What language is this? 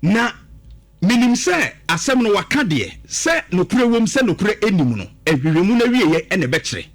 Akan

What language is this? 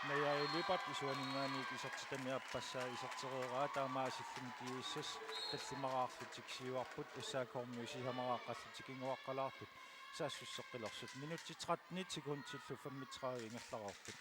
Kalaallisut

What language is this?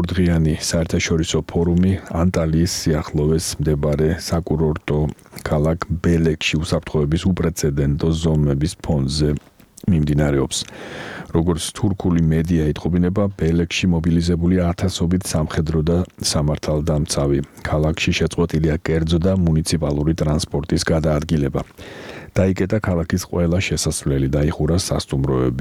Georgian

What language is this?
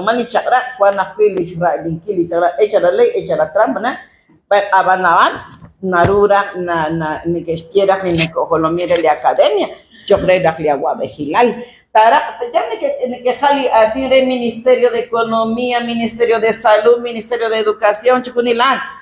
Kekchí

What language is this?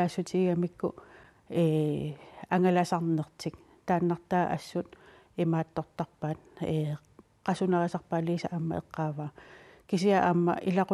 Kalaallisut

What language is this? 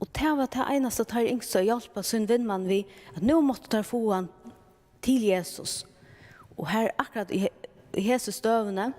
Faroese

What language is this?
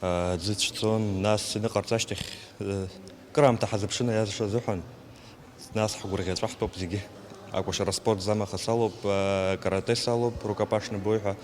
Abkhazian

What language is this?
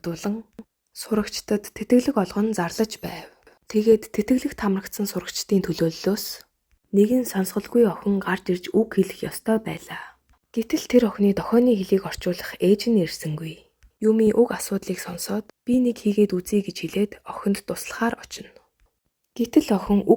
Mongolian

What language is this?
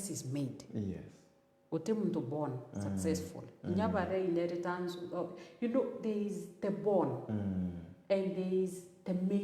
Meru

